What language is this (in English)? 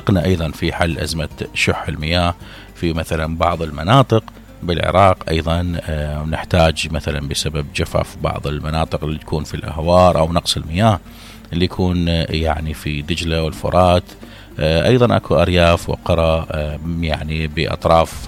Mesopotamian Arabic